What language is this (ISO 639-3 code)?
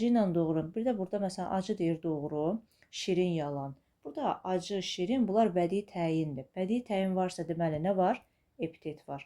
aze